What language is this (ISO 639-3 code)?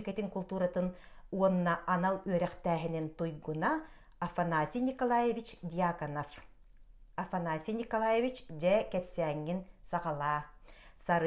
sah